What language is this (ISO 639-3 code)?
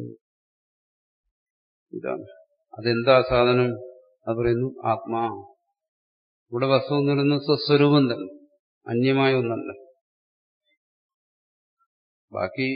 mal